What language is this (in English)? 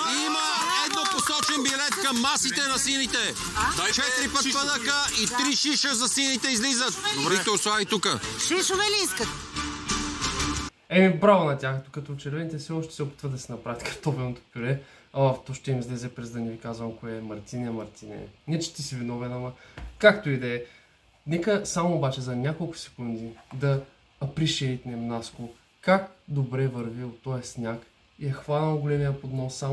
Bulgarian